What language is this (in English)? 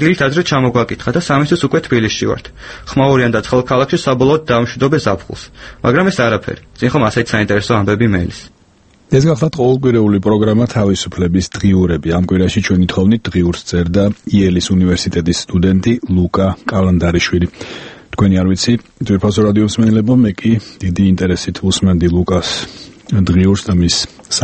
Georgian